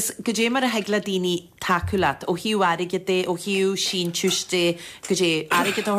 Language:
Irish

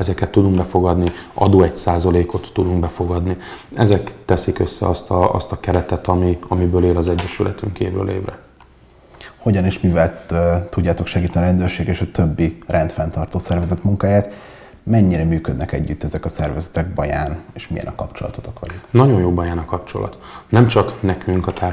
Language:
Hungarian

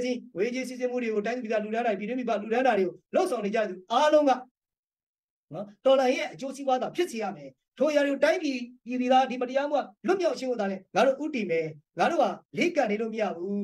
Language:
Burmese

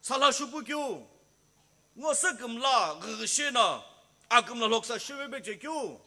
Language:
Sumi Naga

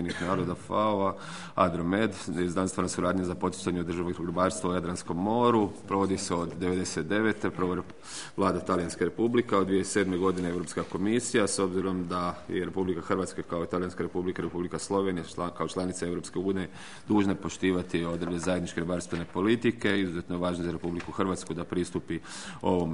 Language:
Croatian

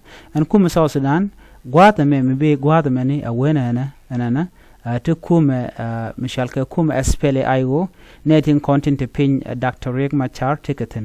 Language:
Nuer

